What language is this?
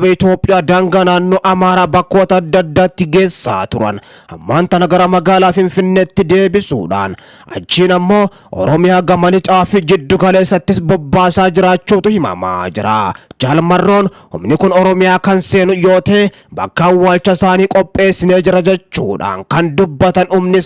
Oromo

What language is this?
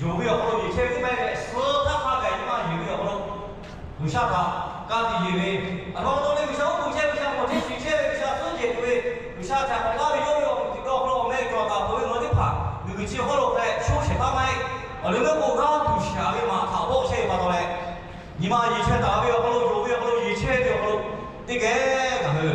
Lahu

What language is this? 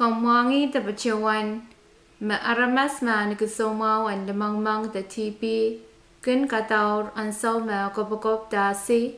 Pohnpeian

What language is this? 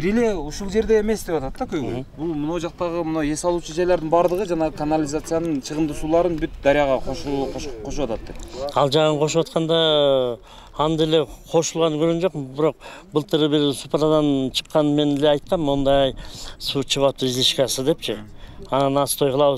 Kyrgyz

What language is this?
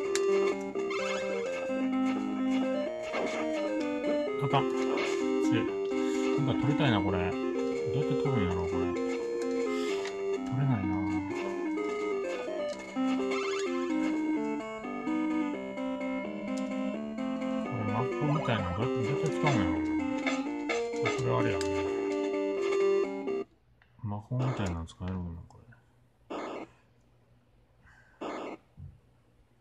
Japanese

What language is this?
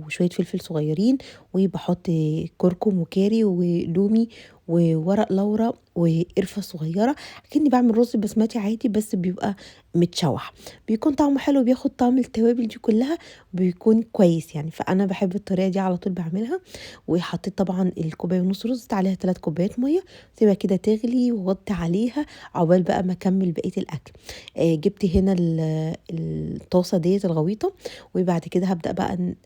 Egyptian Arabic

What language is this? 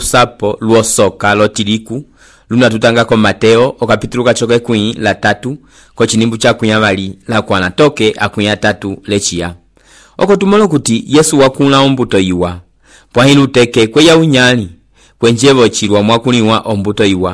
Umbundu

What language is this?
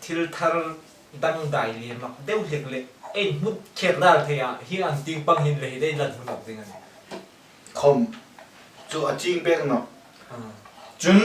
Hmar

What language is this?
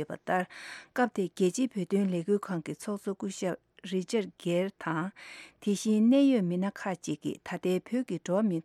Tibetan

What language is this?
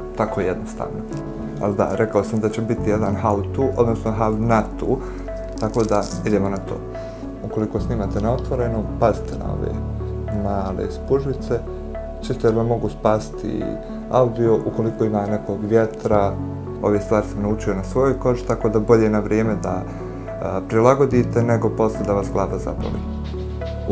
Bosnian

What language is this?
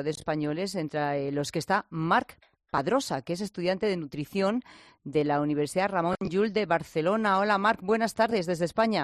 Spanish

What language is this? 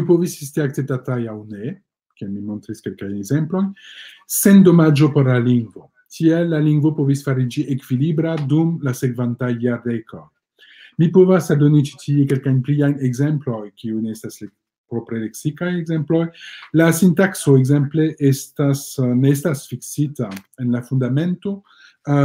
Esperanto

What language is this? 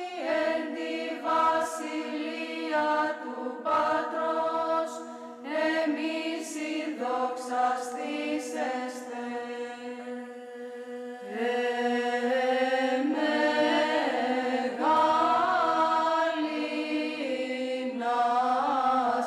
Greek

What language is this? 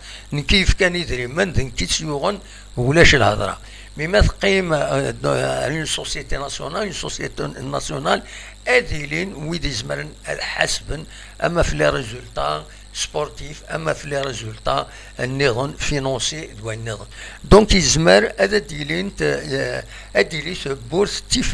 Kabyle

